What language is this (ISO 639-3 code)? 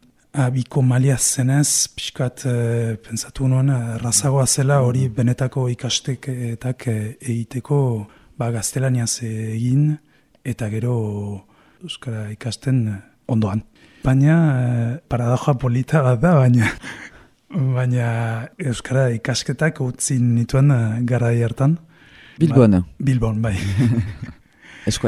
eus